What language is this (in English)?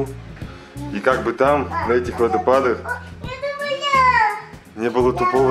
Russian